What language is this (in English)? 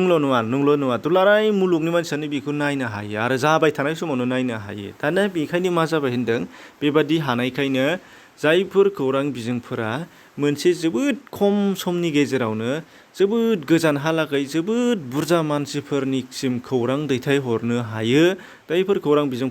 Bodo